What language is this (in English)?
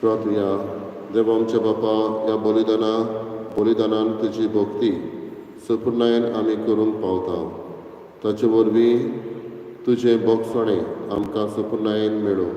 Konkani